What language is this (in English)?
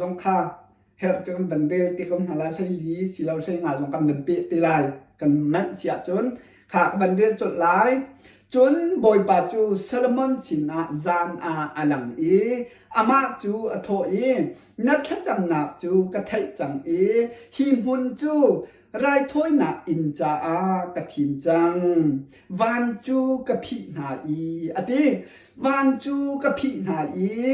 Hakha Chin